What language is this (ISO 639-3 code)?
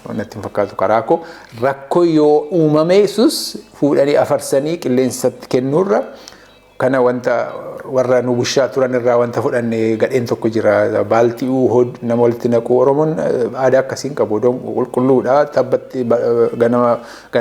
orm